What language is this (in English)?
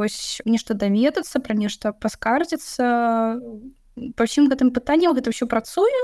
Belarusian